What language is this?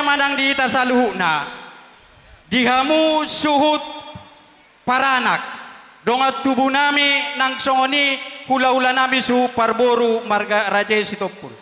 Batak Toba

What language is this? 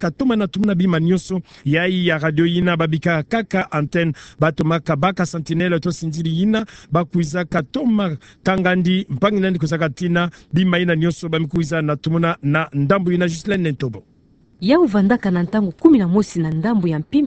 Kituba (Democratic Republic of Congo)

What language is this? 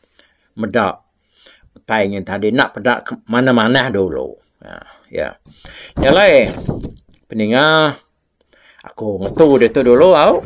Iban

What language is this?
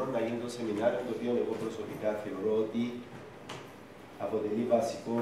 Greek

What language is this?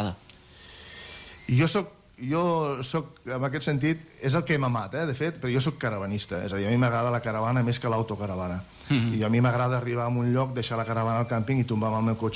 Catalan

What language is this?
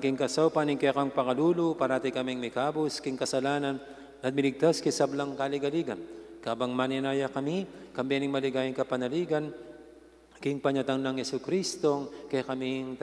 Pampanga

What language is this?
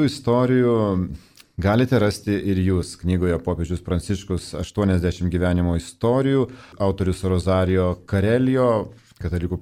Lithuanian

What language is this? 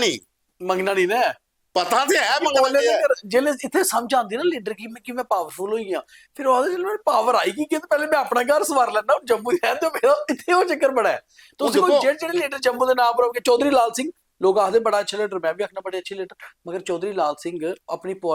Dogri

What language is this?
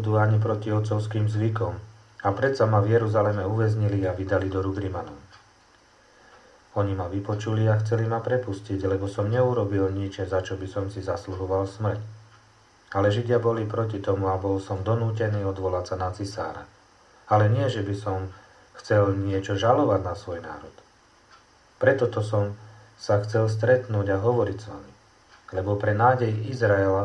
Slovak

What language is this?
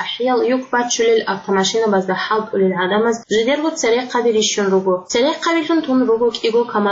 Avaric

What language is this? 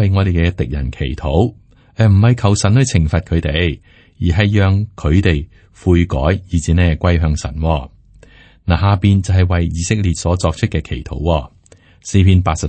Cantonese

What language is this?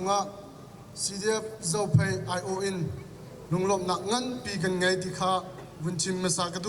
Hakha Chin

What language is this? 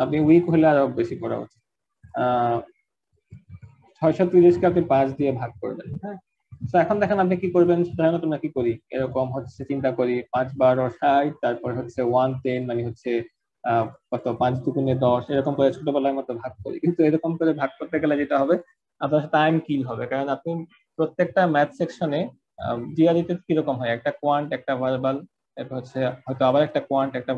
Bangla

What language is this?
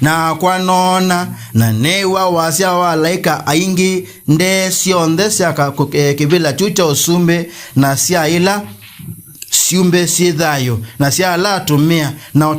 Kamba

